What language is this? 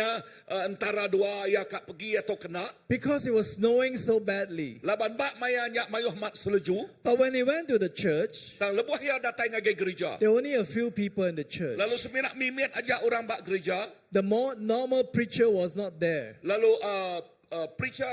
Iban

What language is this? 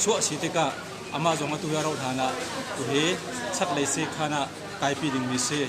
Hakha Chin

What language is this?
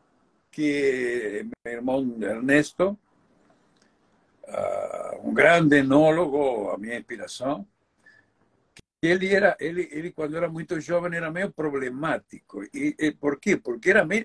Portuguese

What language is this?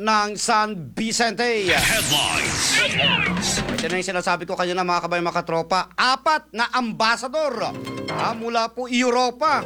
Filipino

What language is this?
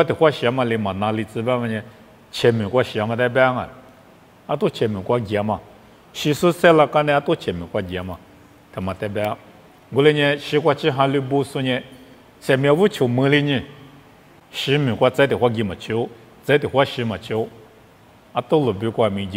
Lisu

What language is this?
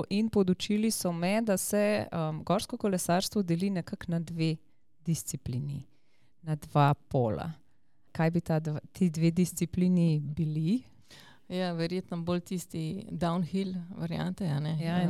Slovenian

